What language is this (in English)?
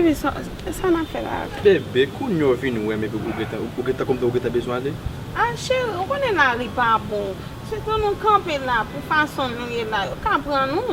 Haitian Creole